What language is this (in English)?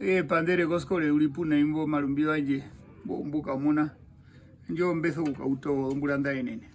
Herero